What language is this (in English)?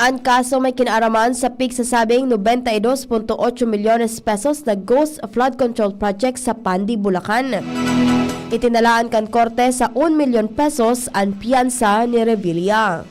Bikol